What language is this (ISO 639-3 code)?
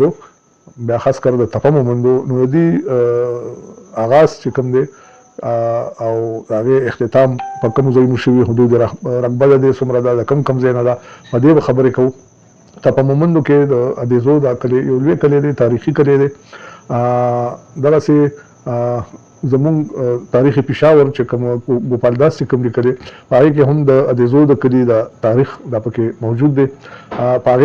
pus